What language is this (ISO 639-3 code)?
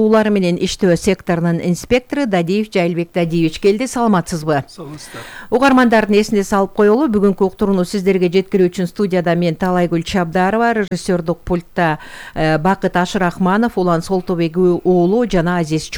kir